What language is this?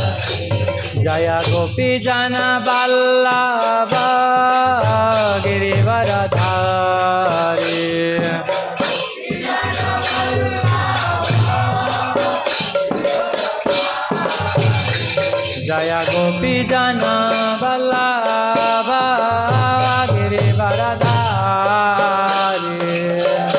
Odia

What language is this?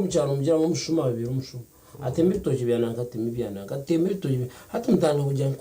Nyankole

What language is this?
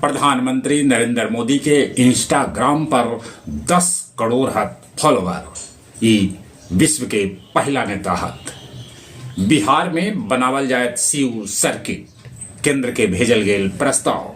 Magahi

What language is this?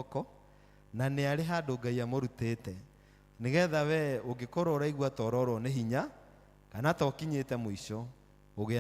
Kikuyu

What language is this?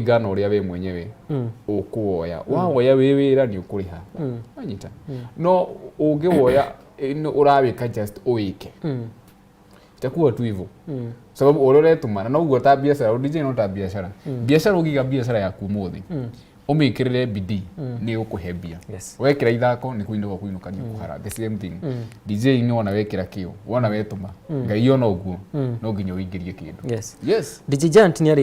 Kikuyu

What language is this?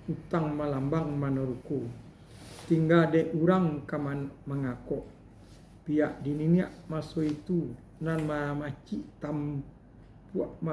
Minangkabau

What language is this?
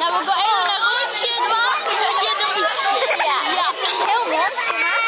Western Frisian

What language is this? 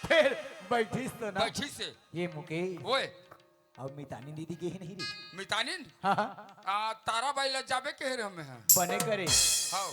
Chhattisgarhi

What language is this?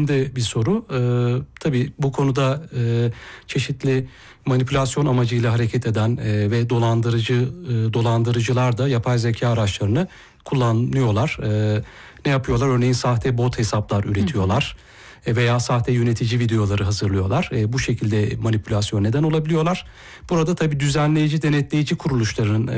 Turkish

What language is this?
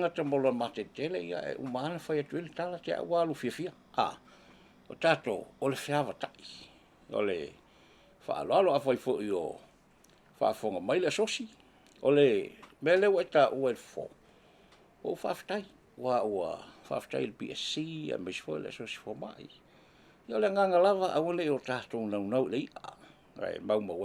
Samoan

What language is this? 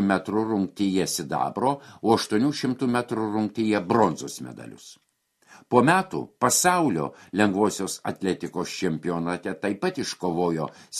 Lithuanian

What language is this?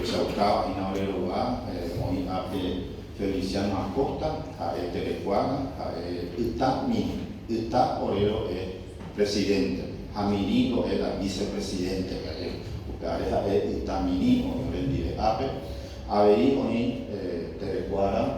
Guarani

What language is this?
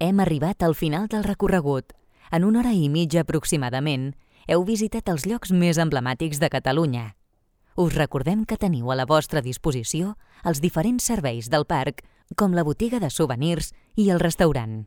Catalan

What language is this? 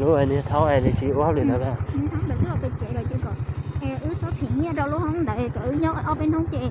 Hmong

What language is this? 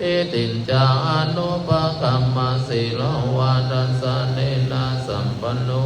Pali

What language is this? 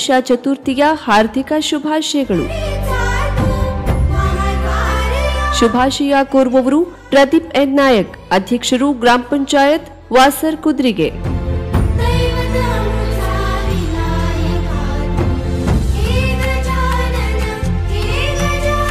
Kannada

